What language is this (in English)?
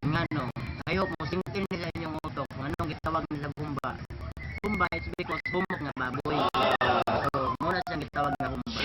Cebuano